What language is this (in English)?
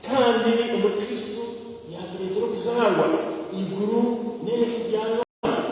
Nyankole